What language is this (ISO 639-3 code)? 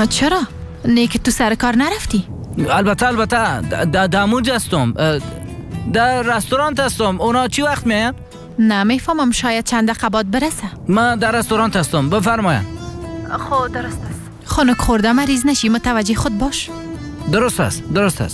fas